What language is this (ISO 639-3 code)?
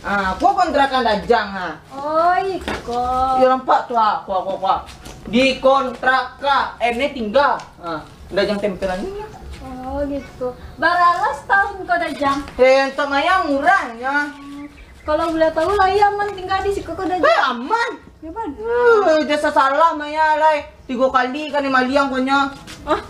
min